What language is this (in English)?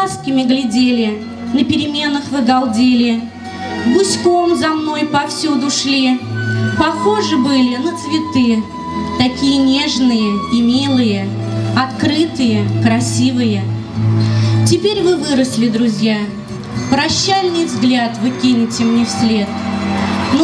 Russian